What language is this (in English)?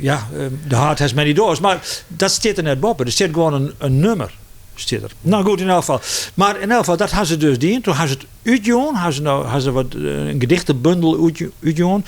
Western Frisian